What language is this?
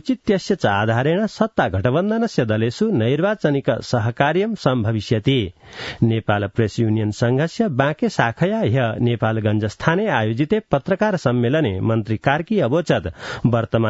Sanskrit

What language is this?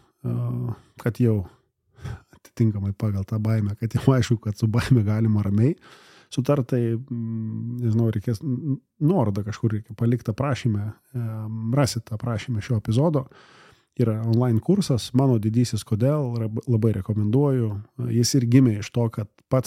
Lithuanian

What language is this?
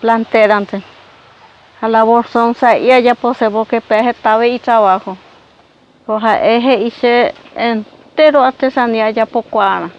Guarani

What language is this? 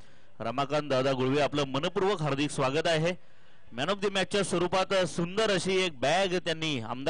Marathi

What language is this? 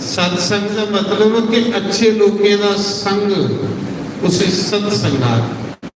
Dogri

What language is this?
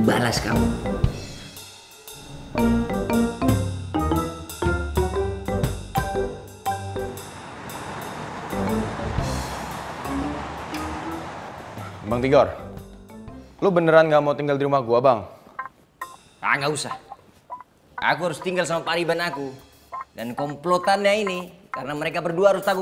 Indonesian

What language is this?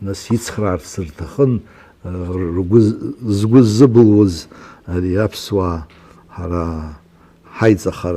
Abkhazian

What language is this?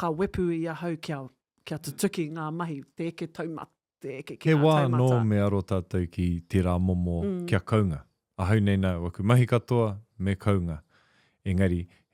Māori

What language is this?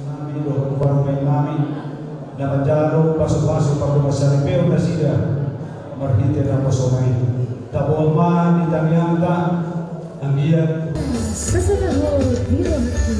Batak Toba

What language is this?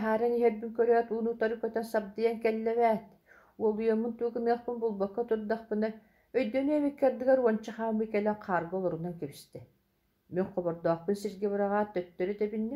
Yakut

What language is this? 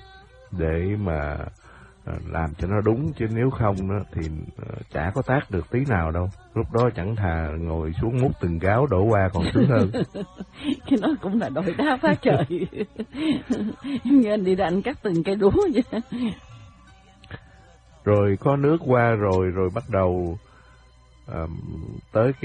Vietnamese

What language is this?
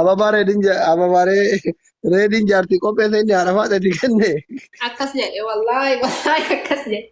Oromo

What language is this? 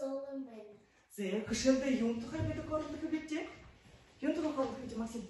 Buriat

